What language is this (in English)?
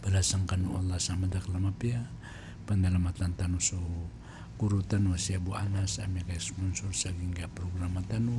Maranao